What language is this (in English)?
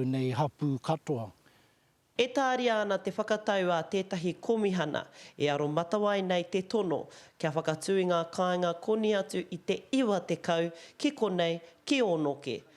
Māori